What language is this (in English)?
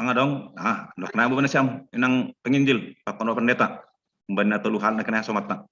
Batak Simalungun